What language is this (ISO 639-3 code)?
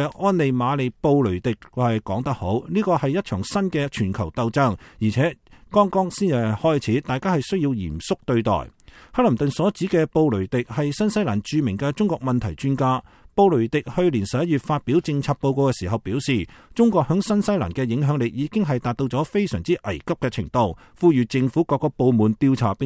yue